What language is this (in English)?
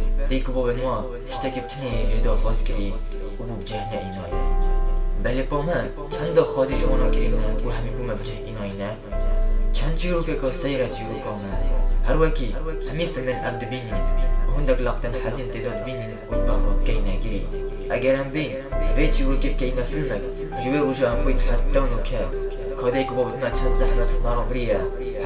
Kurdish